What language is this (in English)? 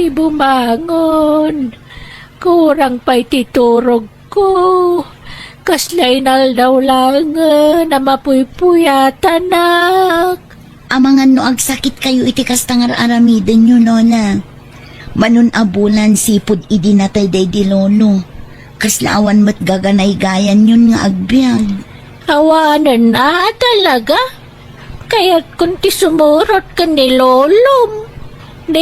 Iloko